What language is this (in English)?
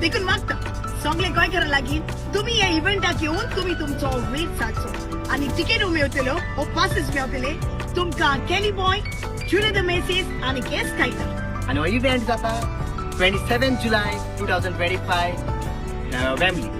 Konkani